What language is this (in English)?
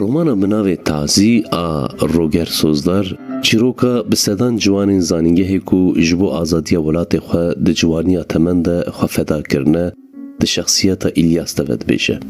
Kurdish